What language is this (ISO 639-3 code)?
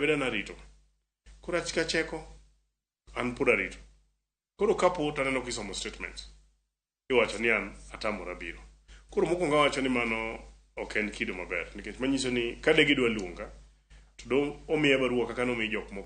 luo